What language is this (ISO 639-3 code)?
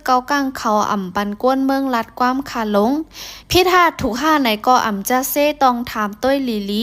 shn